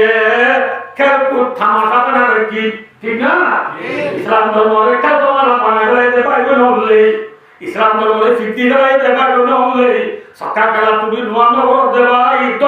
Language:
Rohingya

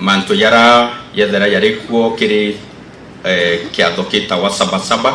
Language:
Meru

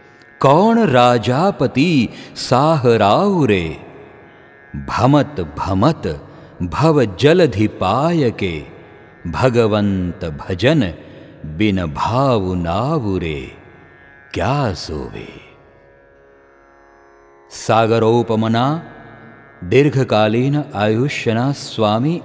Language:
Gujarati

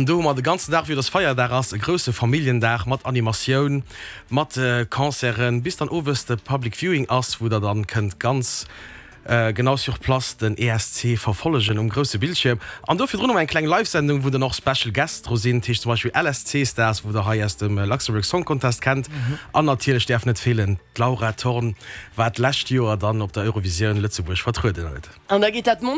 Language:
Luxembourgish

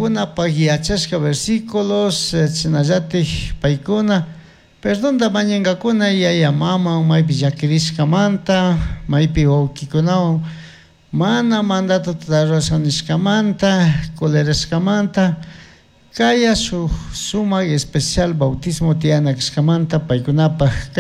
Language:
Chimborazo Highland Quichua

